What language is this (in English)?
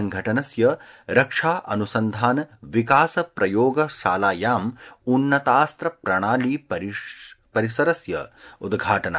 Sanskrit